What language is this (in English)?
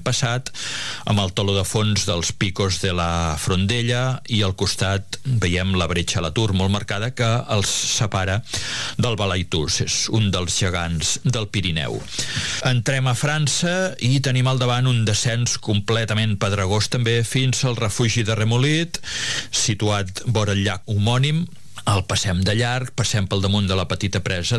Catalan